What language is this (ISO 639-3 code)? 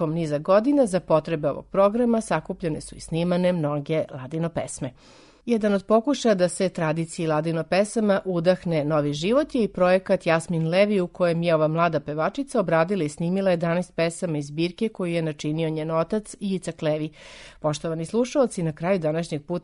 srp